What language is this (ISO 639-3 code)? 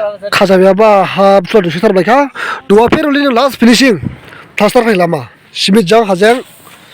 dis